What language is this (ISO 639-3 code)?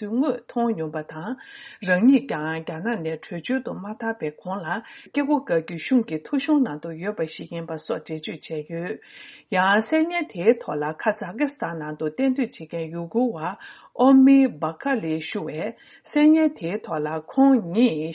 bod